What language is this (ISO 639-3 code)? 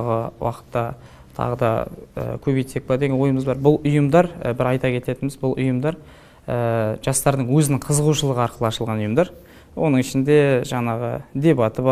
kaz